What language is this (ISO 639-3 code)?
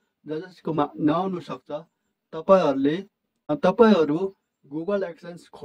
nep